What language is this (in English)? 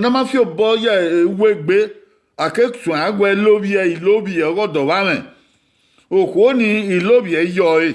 Bini